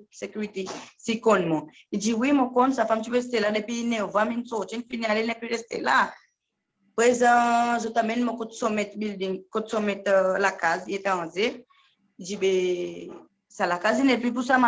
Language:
Seselwa Creole French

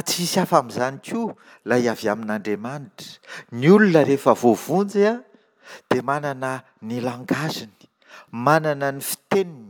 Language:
Malagasy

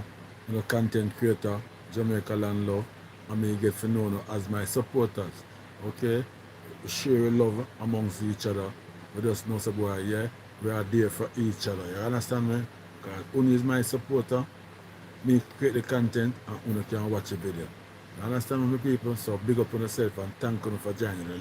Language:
Jamaican Creole English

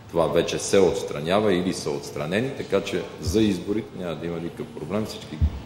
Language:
Bulgarian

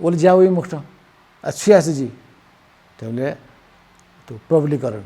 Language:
Newari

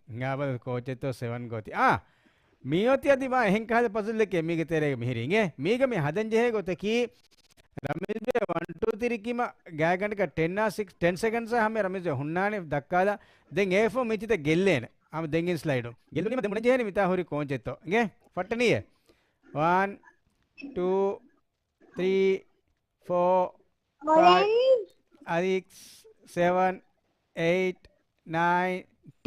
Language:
Divehi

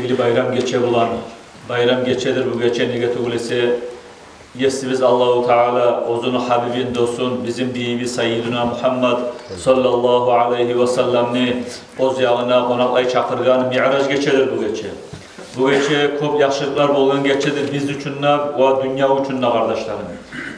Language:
Kumyk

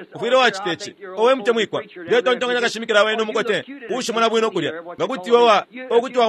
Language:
Bemba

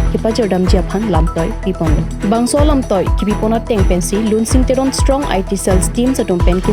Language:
Karbi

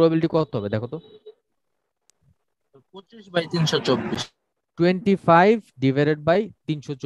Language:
Bangla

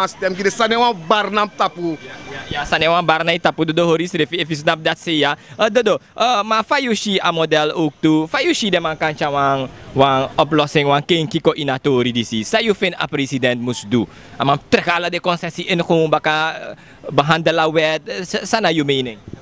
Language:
Sranan Tongo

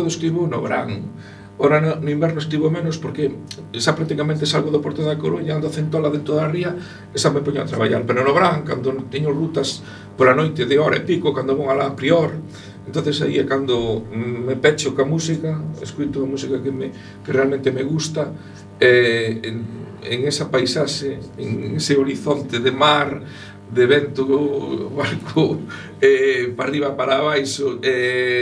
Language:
Galician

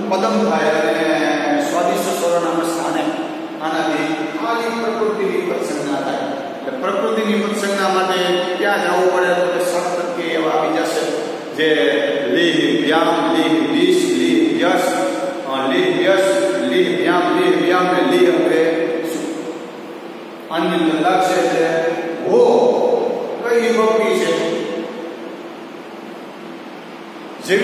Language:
Gujarati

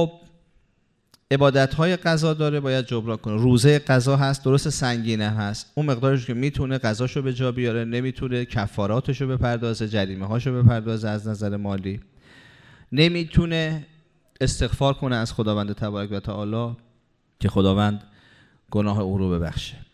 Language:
Persian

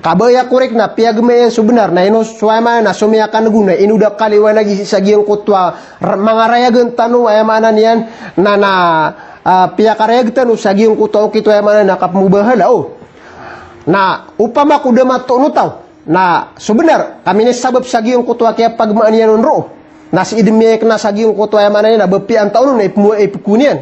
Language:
Maranao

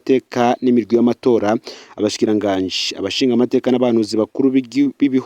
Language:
Rundi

